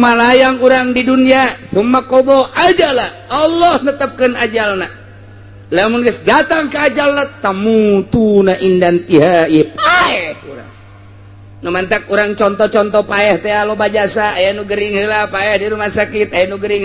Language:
Sundanese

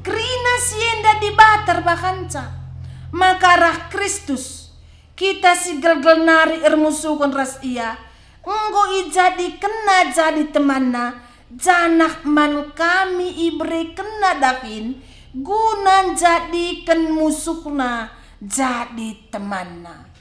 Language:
Batak Karo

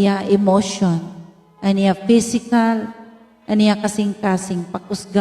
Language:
Waray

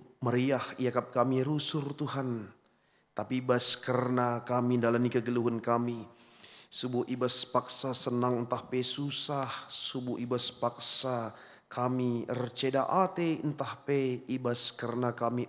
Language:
Batak Karo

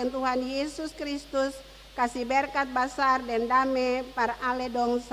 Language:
Ambonese Malay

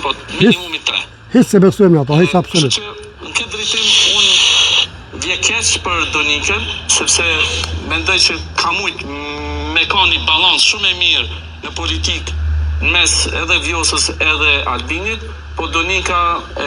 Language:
Albanian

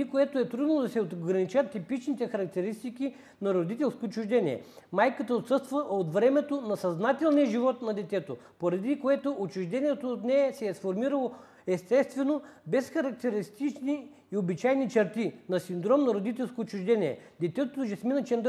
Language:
Bulgarian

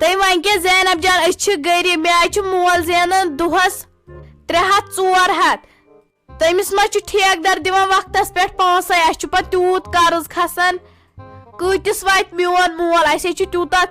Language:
Kashmiri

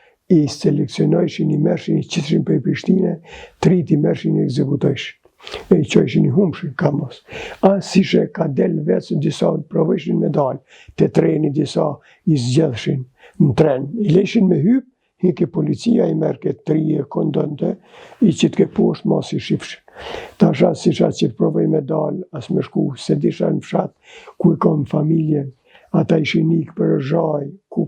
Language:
Albanian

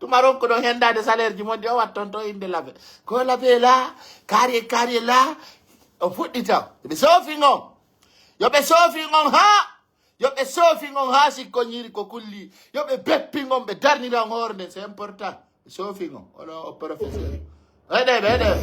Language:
Pular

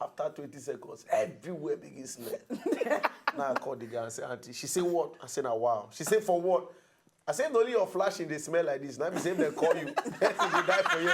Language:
Nigerian Pidgin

